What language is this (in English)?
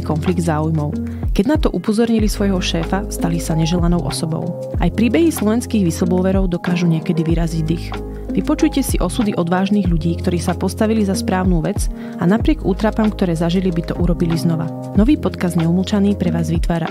Slovak